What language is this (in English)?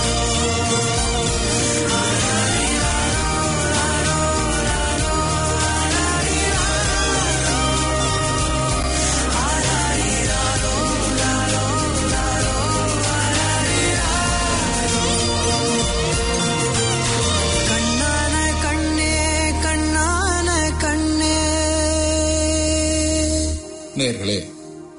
Tamil